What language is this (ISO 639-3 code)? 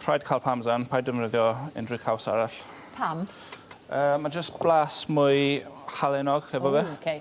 cym